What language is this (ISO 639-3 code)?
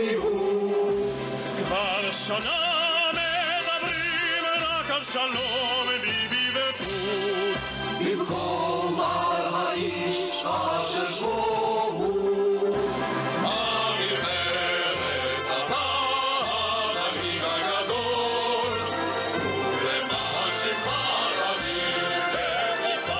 heb